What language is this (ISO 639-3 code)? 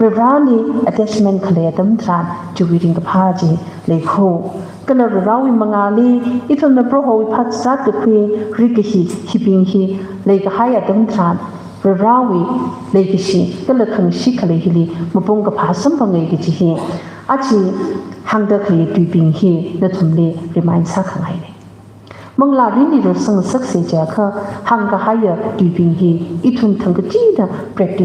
nmf